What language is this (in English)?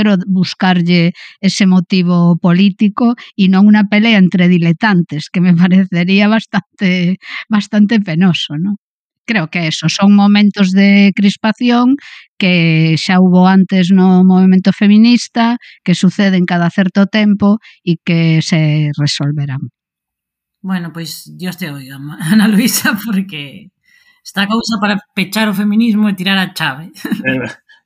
Galician